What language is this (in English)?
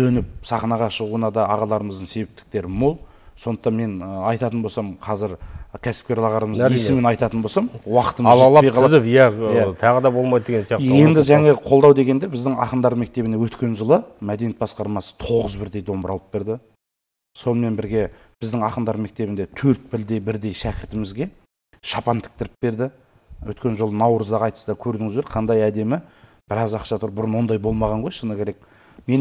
Kazakh